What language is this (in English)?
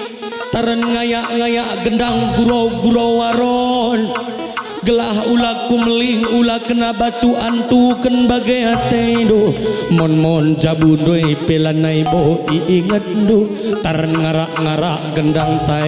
Batak Karo